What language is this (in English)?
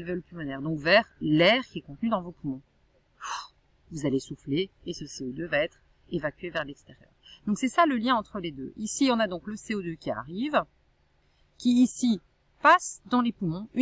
French